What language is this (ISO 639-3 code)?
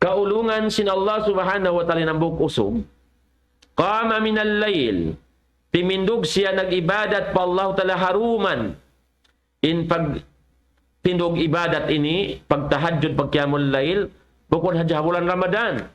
tsg